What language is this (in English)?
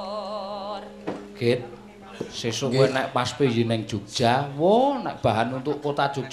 Javanese